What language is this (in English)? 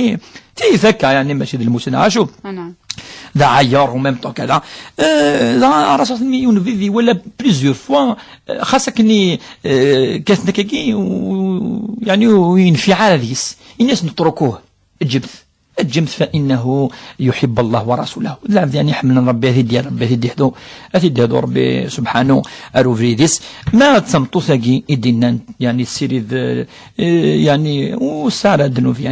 Kabyle